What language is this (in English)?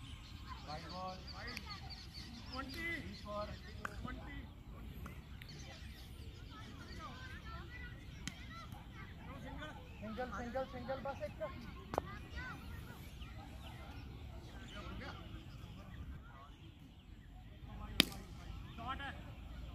Hindi